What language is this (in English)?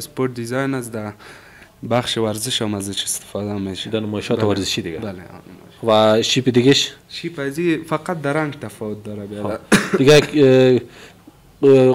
Persian